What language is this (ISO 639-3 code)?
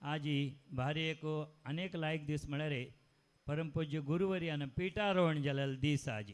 kok